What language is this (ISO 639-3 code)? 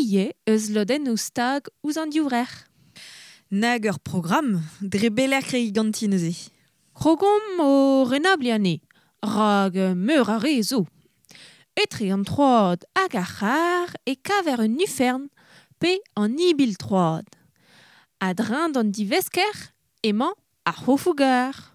bre